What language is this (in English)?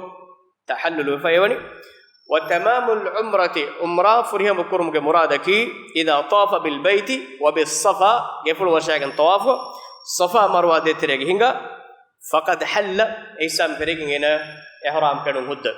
Divehi